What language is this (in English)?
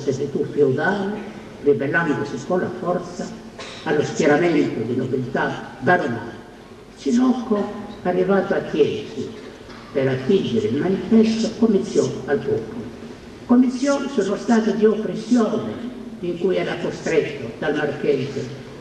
Italian